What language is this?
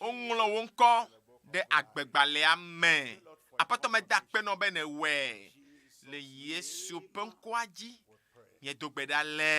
Ewe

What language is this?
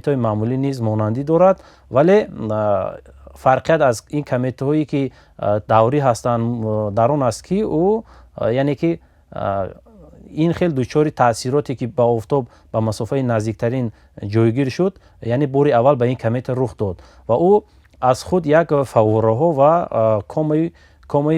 Tajik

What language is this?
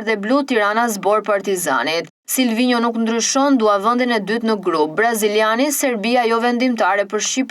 Albanian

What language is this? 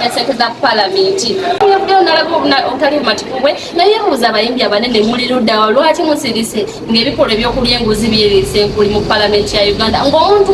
Ganda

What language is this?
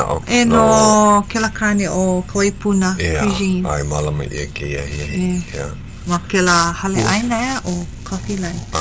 Hawaiian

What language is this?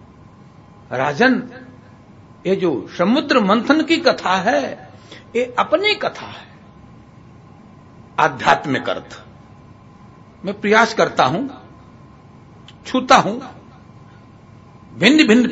Hindi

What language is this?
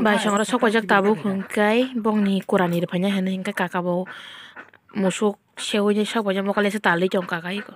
Kok Borok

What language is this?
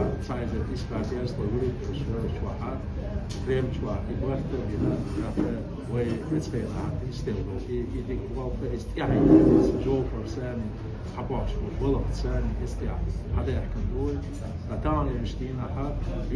Chechen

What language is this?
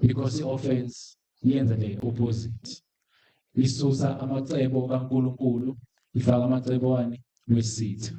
Zulu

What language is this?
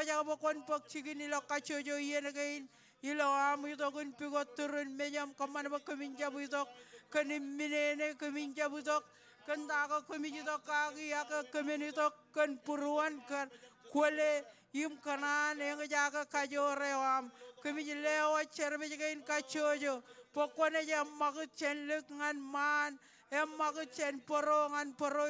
Marshallese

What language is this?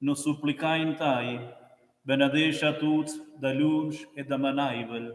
Romansh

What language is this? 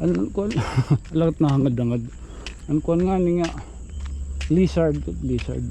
Waray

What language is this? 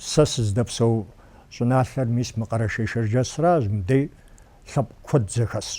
Kabardian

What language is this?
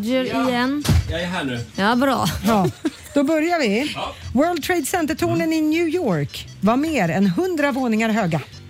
Swedish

